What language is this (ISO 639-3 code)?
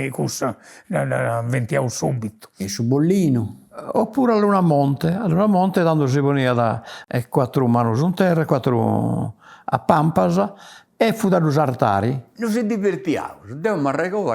srd